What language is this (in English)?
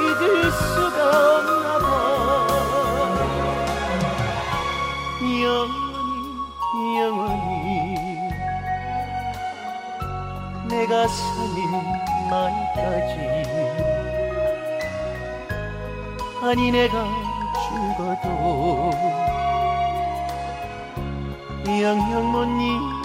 Korean